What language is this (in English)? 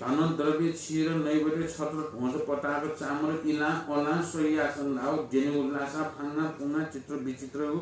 Newari